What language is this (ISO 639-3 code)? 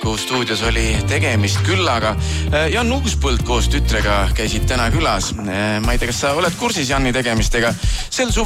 est